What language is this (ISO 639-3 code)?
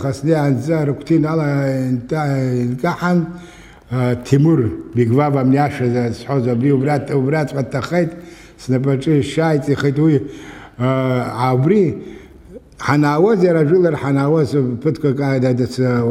abk